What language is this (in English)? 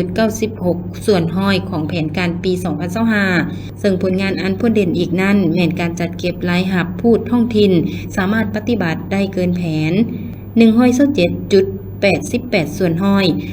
Lao